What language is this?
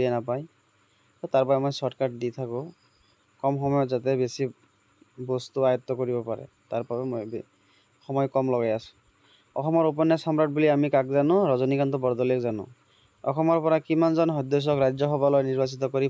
Assamese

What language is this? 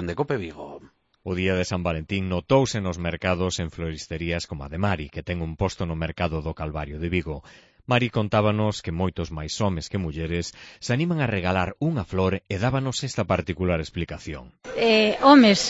Galician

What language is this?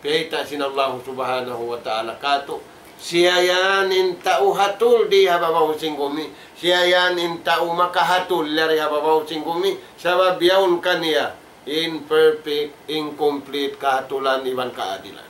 Tausug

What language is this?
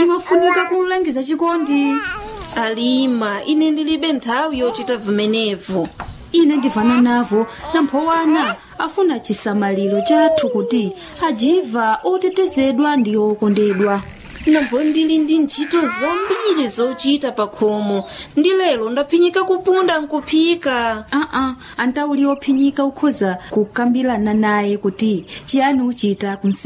Nyanja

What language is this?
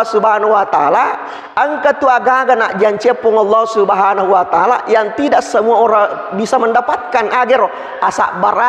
Buginese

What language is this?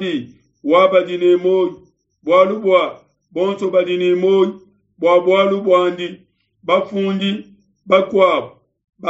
Luba-Lulua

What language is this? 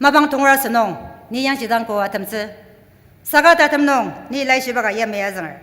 Ao Naga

